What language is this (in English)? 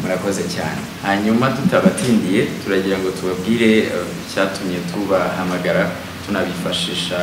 Kinyarwanda